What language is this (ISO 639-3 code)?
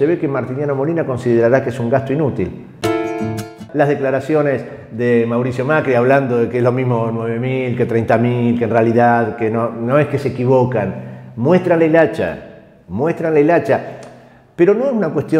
spa